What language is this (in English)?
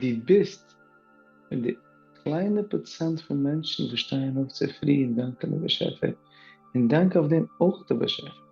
Yiddish